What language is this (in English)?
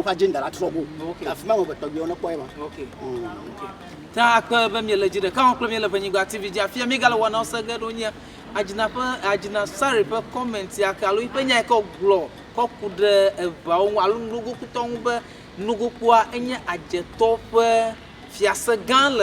Ewe